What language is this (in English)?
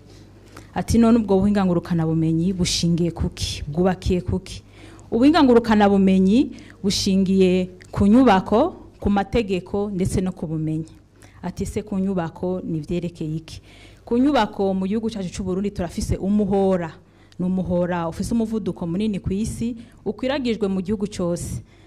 Rundi